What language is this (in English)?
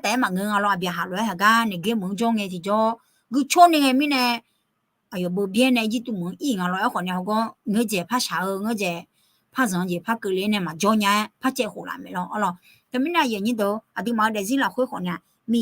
Akha